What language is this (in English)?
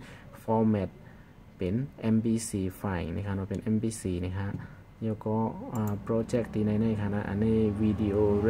Shan